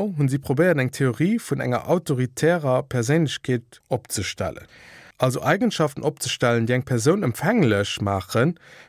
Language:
Luxembourgish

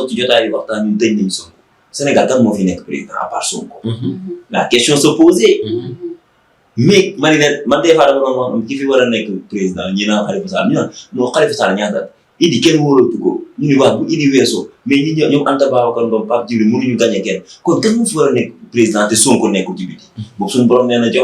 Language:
Wolof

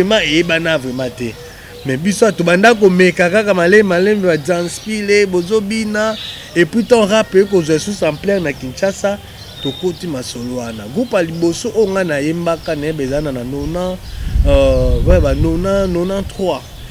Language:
Lingala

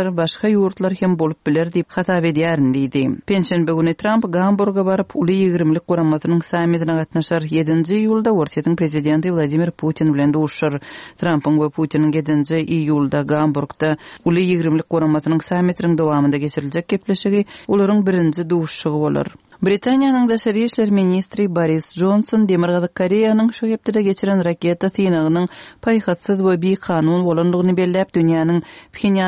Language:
Turkmen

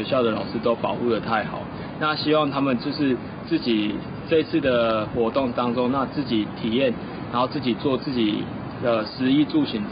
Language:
Chinese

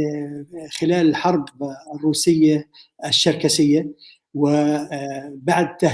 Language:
North Levantine Arabic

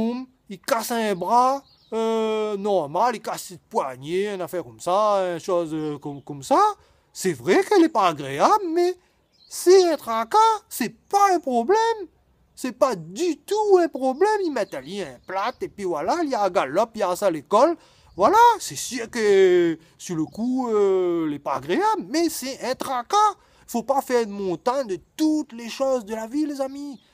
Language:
Réunion Creole French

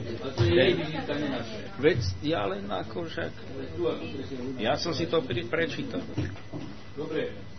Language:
Slovak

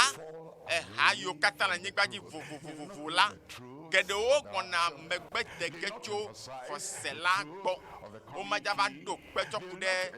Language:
Ewe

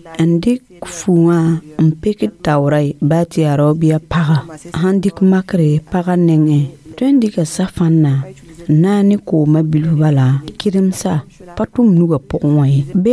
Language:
Mossi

